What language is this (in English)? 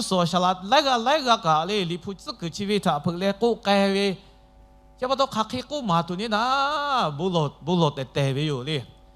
Lahu